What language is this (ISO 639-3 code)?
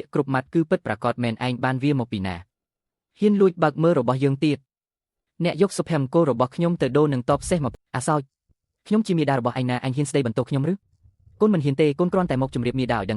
khm